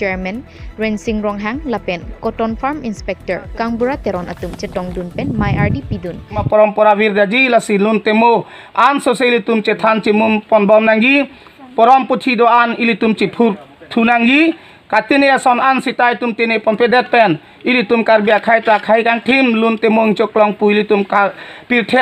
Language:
Karbi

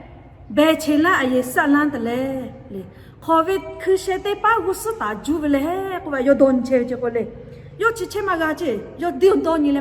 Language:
Lahu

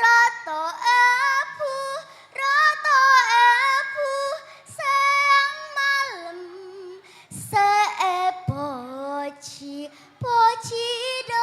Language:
Madurese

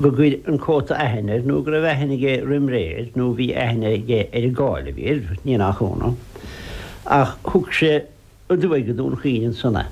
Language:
Irish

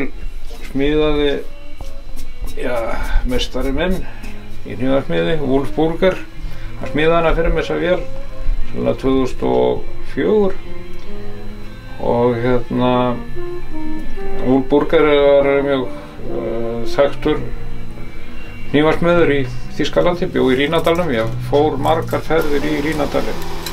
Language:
Icelandic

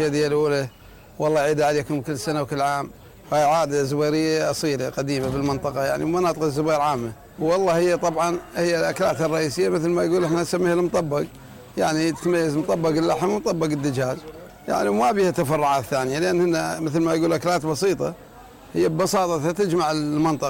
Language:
Mesopotamian Arabic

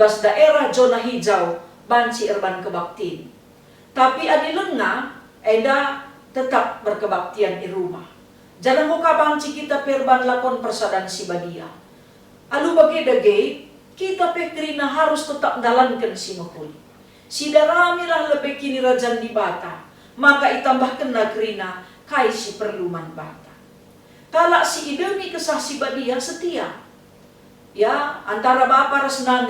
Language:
Batak Karo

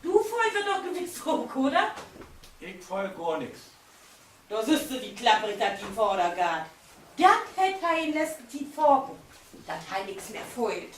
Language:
Low German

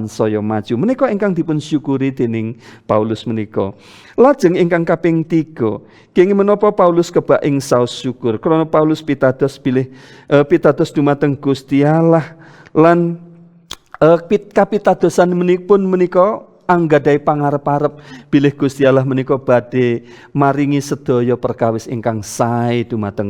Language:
Javanese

